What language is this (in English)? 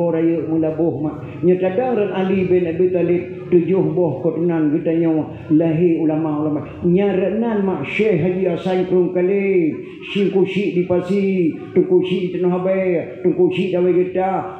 Achinese